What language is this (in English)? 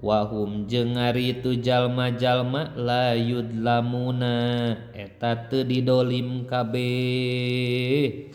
Sundanese